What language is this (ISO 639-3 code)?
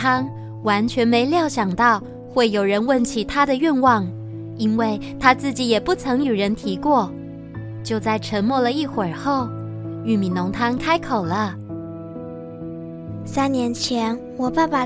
zho